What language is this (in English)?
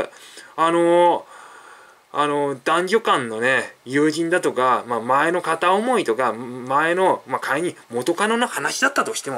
Japanese